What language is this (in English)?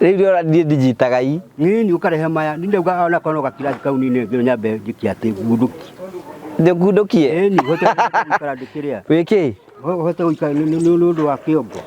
Kikuyu